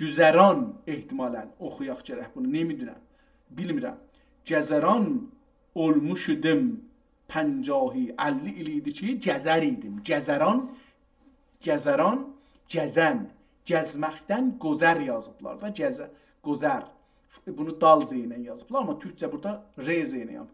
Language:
South Azerbaijani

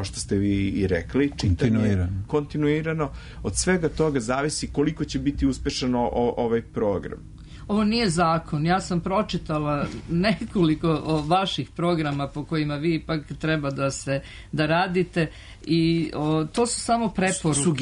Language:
Serbian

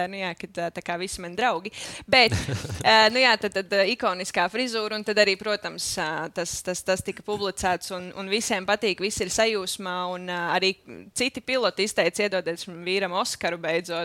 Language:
Latvian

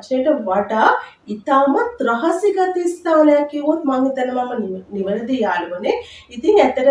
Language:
Sinhala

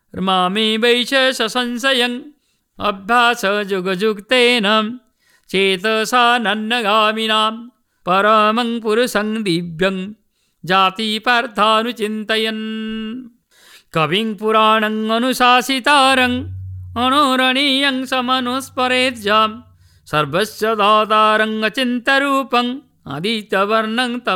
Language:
Sanskrit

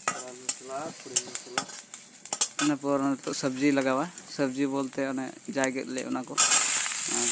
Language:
Santali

